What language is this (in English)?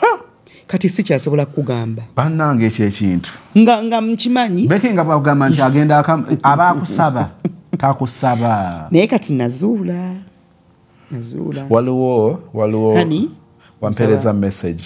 Ganda